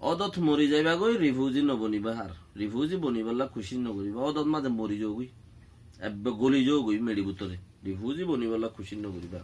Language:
Rohingya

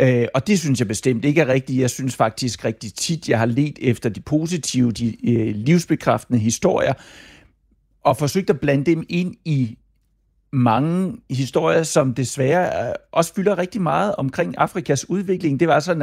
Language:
Danish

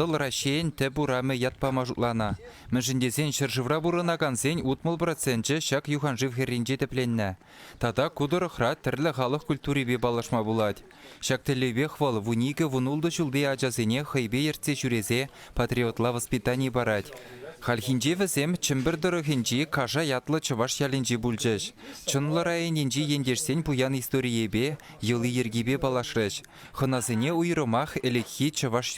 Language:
Chuvash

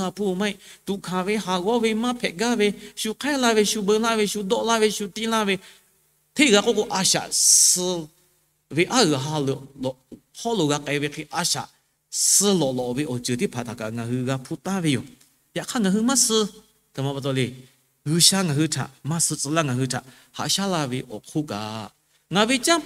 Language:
Lahu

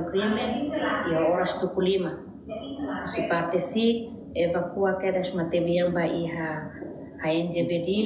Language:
Tetum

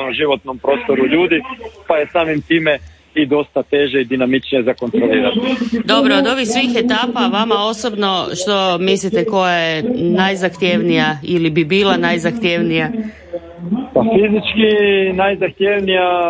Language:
Croatian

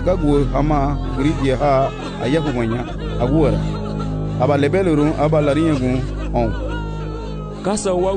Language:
Garifuna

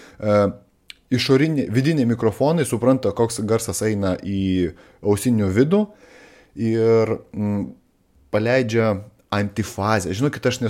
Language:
Lithuanian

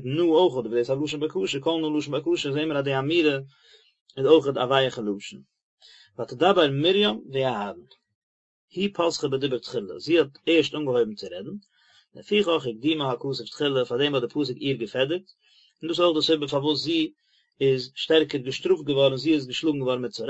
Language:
Yiddish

